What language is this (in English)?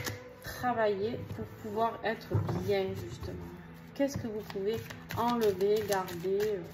French